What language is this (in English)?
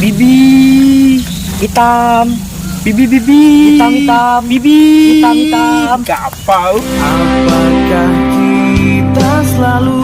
Musi